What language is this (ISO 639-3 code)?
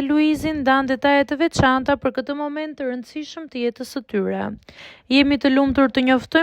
sqi